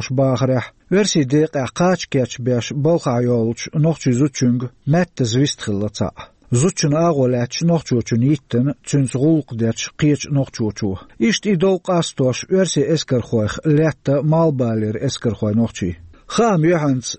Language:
Chechen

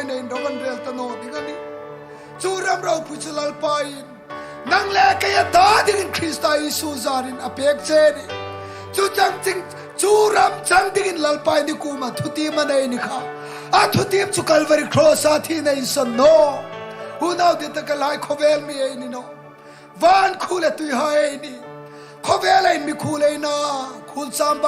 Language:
Hmar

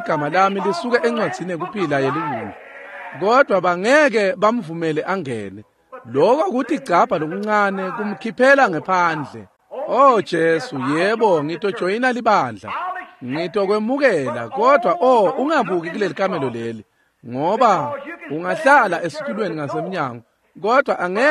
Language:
Swati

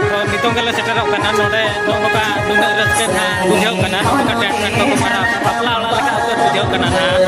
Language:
Santali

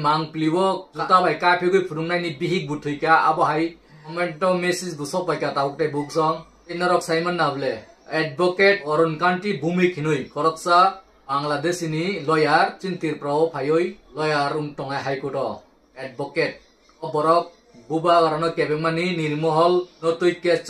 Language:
Kok Borok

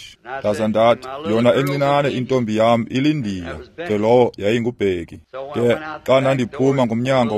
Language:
Xhosa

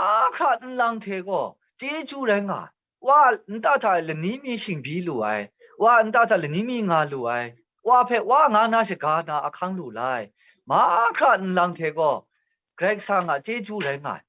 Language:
Kachin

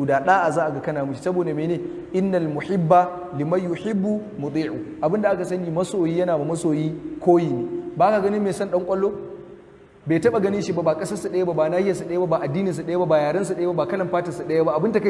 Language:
Hausa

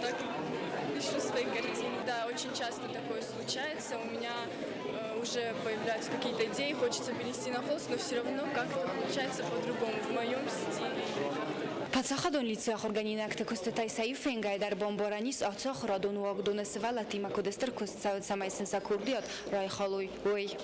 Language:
Ossetic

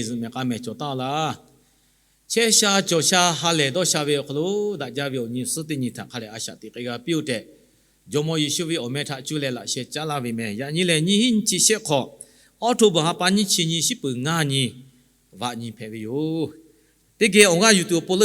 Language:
Lahu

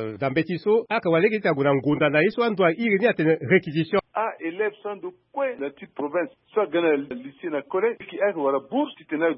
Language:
Sango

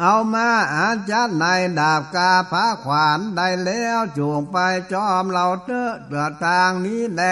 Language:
Northern Thai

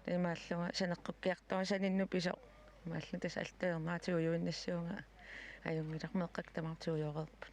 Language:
Kalaallisut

